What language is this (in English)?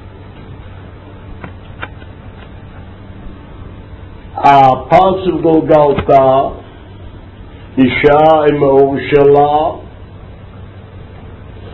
Hebrew